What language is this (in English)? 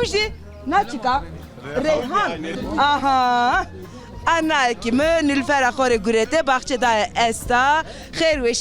Zaza